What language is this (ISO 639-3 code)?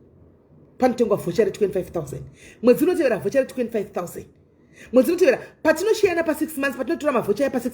sna